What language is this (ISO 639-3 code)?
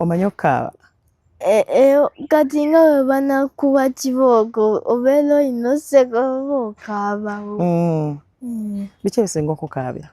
lug